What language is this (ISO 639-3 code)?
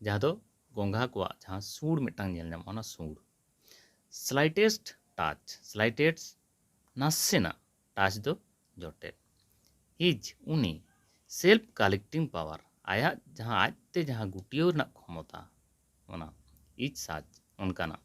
sat